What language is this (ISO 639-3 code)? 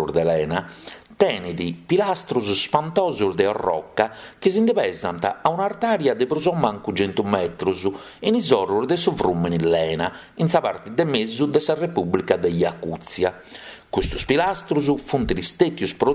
srd